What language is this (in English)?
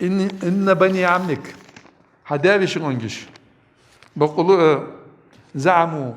Ingush